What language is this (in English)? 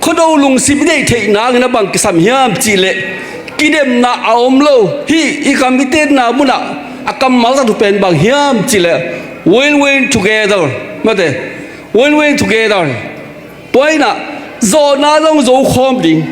Tedim Chin